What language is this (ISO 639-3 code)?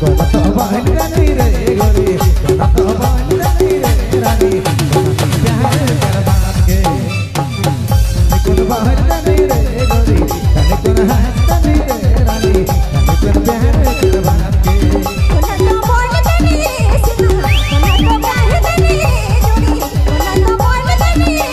sck